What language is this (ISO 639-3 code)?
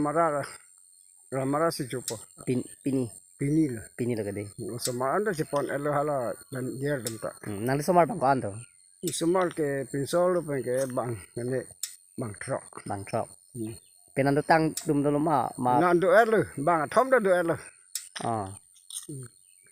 mjw